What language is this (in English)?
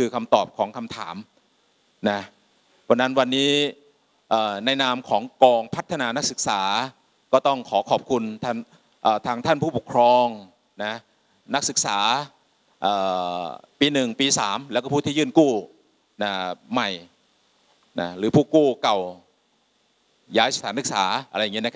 Thai